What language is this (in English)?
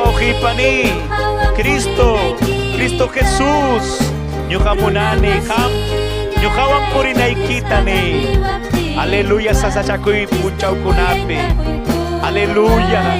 Ayacucho Quechua